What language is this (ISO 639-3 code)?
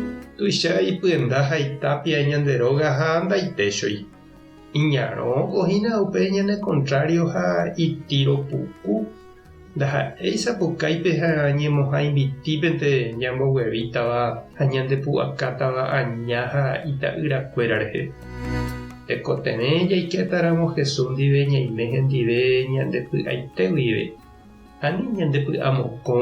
grn